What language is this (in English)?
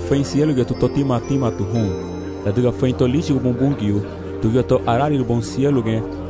Garifuna